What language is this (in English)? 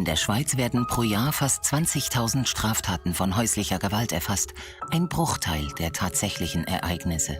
Swiss German